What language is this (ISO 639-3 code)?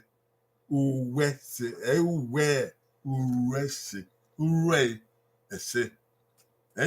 bin